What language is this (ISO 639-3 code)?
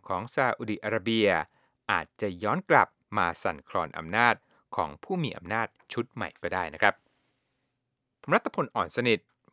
tha